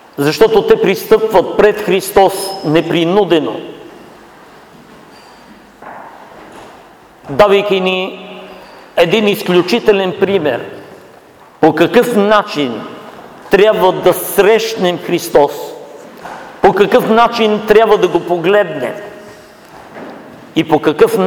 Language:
Bulgarian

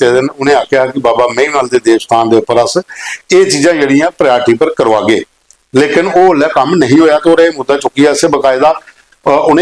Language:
Dogri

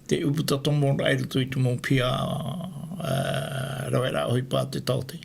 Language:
Tahitian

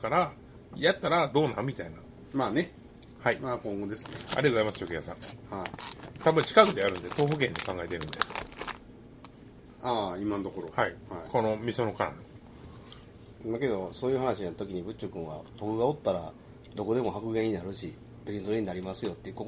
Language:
Japanese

